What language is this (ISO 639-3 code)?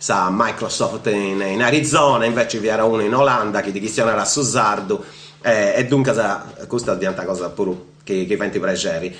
srd